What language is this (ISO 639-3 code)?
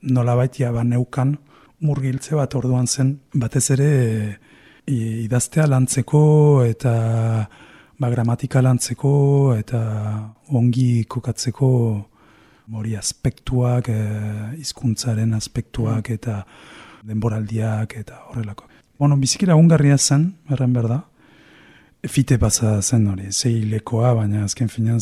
eus